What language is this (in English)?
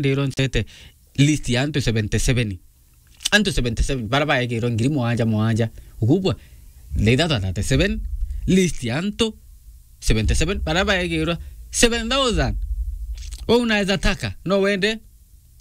Meru